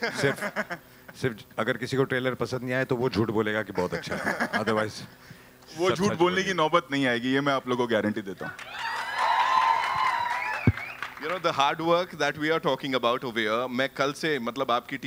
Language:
Hindi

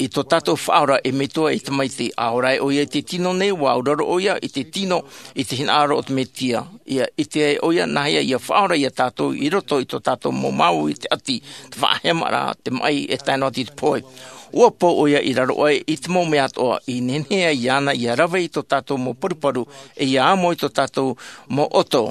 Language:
Tahitian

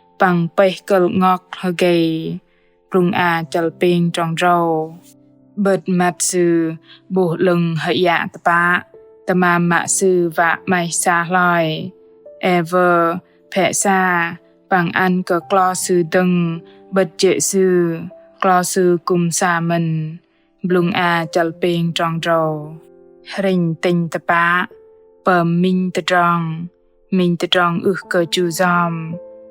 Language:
Bahnar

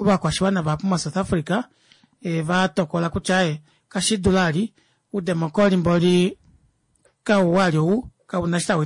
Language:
Kuanyama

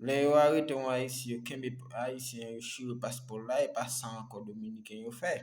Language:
Haitian Creole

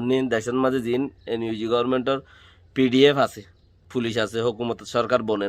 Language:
Rohingya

